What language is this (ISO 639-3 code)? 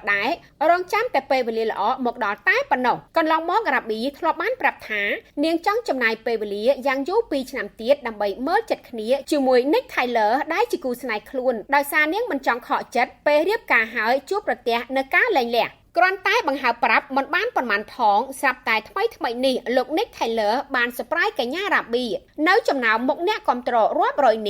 khm